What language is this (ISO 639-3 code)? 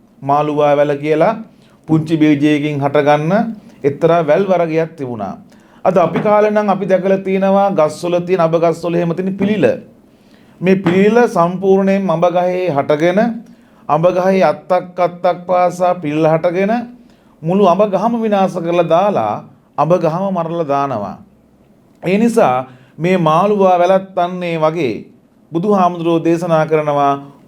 sin